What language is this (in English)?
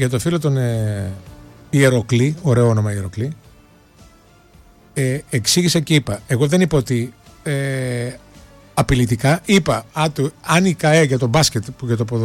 Greek